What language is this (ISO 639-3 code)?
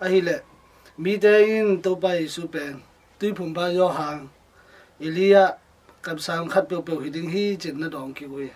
ctd